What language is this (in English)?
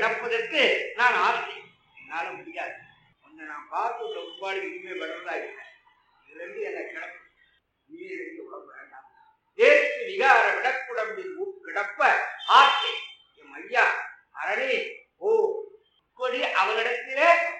Tamil